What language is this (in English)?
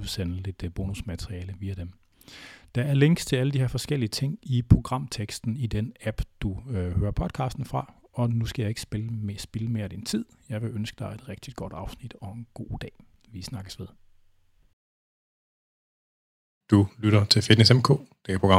Danish